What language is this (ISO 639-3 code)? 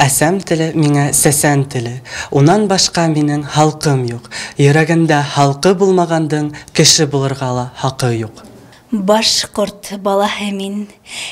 bak